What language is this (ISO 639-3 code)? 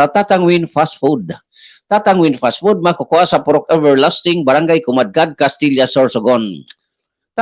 bik